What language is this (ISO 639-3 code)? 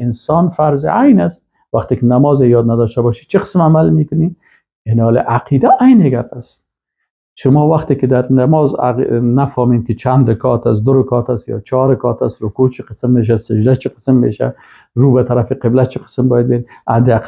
fas